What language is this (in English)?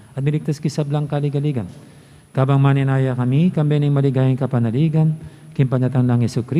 Pampanga